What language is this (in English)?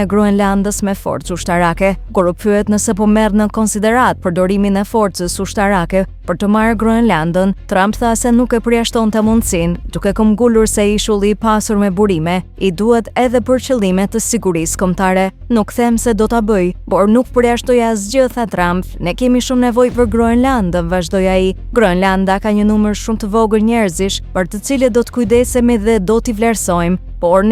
Albanian